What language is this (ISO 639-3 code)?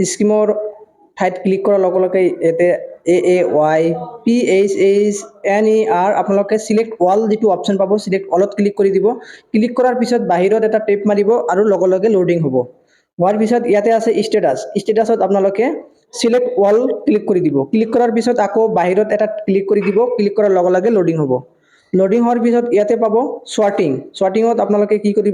asm